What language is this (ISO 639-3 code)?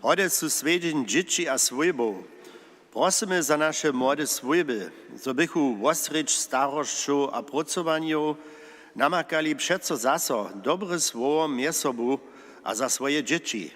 hsb